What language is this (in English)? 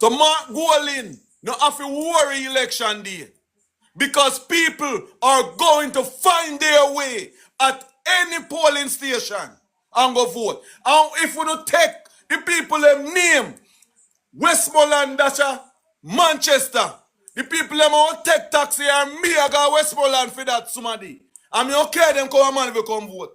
Jamaican Creole English